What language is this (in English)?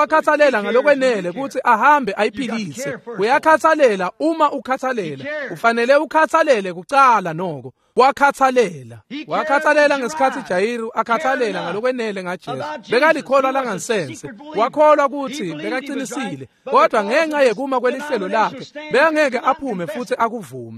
Swati